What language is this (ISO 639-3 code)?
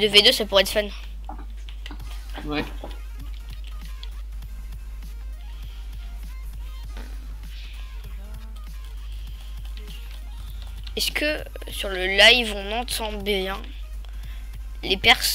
fra